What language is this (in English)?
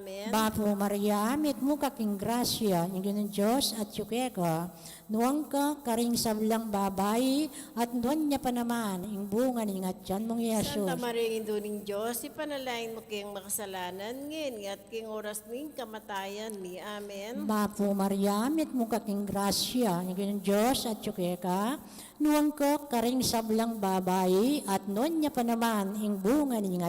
Pampanga